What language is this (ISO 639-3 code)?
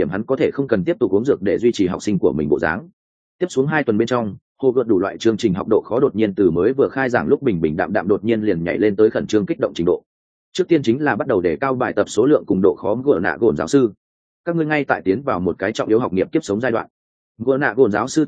vie